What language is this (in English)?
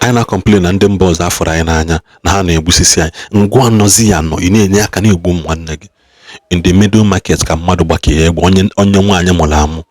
Igbo